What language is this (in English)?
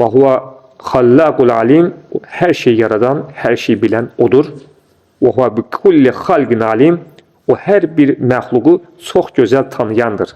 Azerbaijani